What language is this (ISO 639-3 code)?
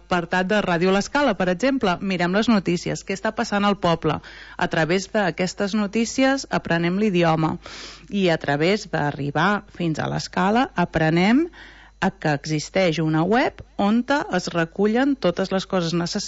cat